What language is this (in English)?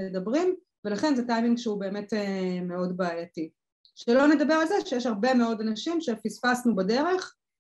Hebrew